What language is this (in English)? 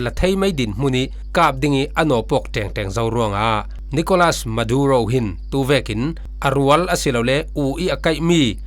Falam Chin